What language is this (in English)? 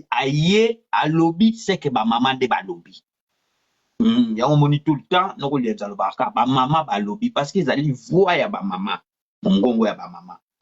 Lingala